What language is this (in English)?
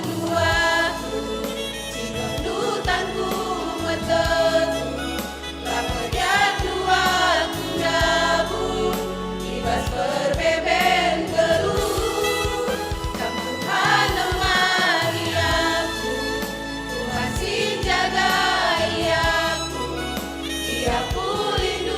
Batak Karo